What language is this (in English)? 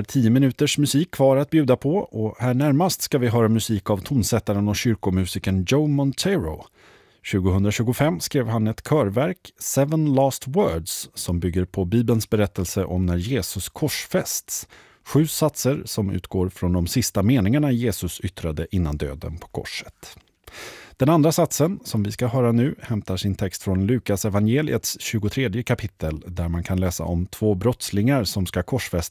Swedish